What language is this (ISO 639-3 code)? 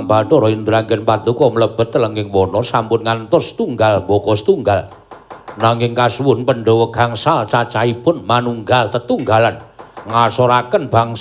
jav